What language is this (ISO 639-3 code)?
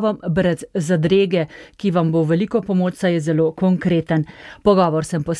slv